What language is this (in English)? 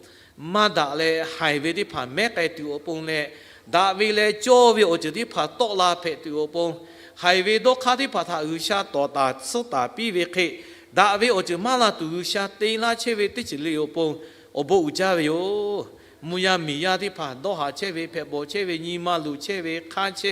Lahu